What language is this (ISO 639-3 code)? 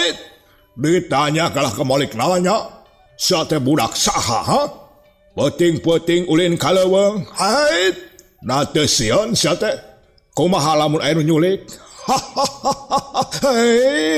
sun